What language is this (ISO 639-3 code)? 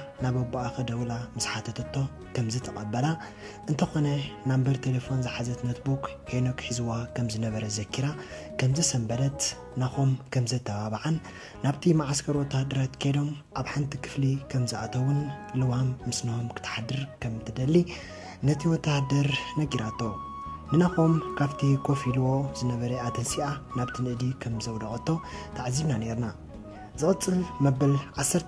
tir